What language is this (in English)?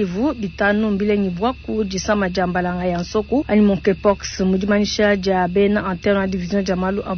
Luba-Lulua